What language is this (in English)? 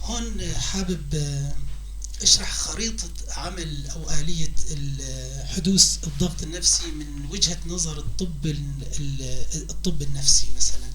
North Levantine Arabic